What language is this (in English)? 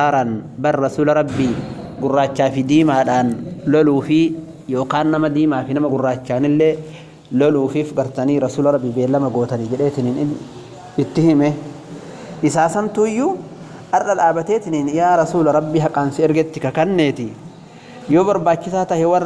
Oromo